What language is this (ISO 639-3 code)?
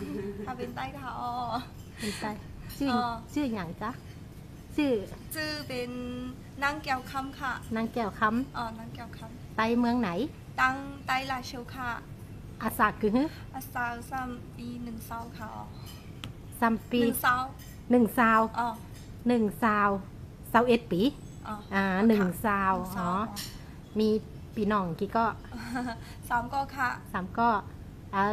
shn